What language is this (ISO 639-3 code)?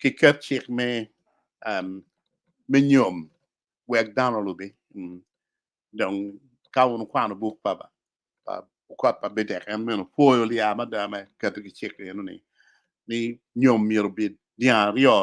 ach